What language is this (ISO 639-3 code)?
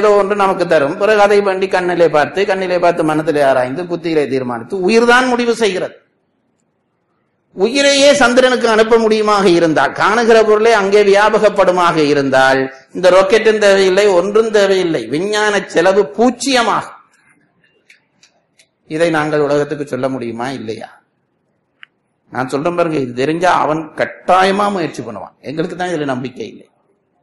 tam